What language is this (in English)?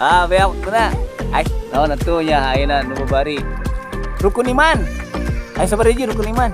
Sundanese